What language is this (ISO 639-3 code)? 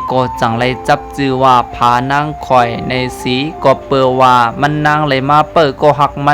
shn